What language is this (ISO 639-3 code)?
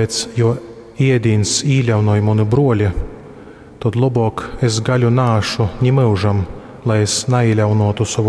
ltg